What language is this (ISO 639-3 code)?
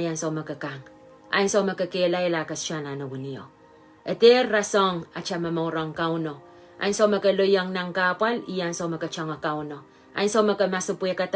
pon